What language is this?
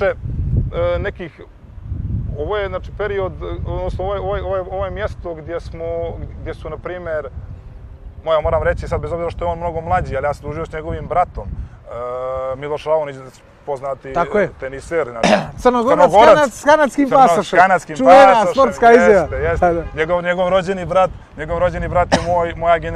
Serbian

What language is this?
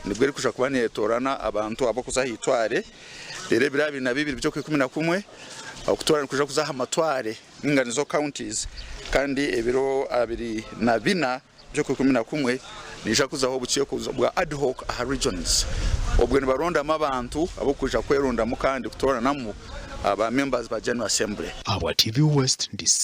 Nyankole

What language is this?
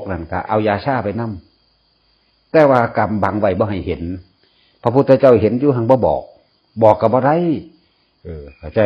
Northeastern Thai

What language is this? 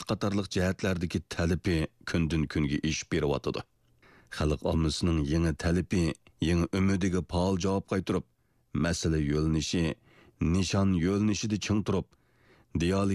Uyghur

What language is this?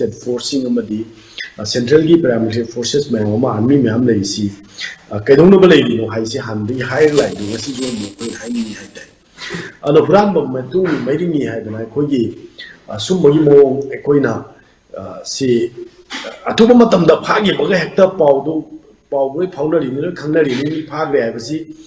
Manipuri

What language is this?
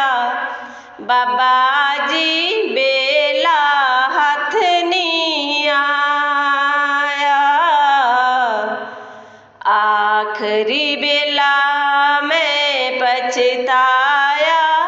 Punjabi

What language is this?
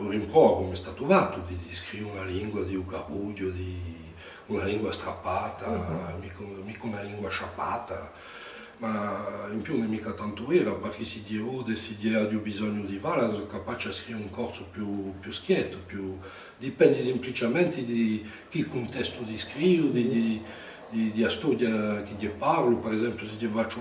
Corsican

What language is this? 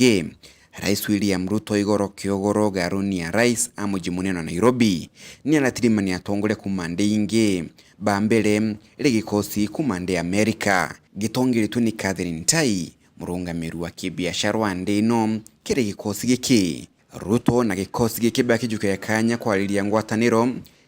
Meru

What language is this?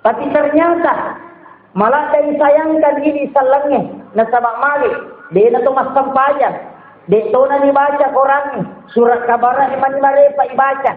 Buginese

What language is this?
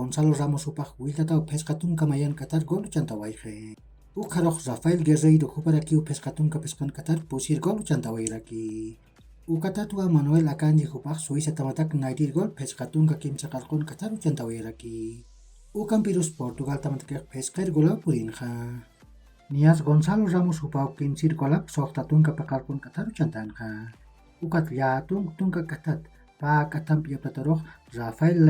Aymara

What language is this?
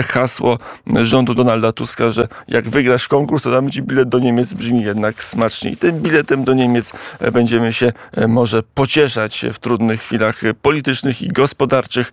Polish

